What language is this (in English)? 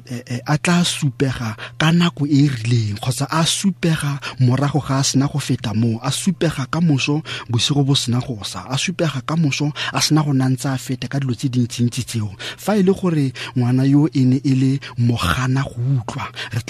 Tswana